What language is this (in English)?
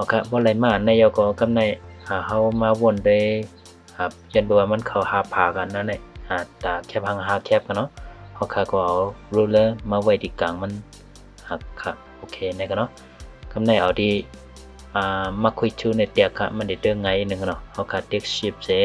Shan